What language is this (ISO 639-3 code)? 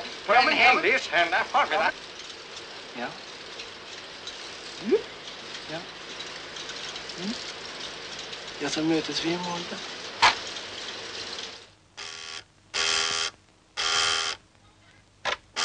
nor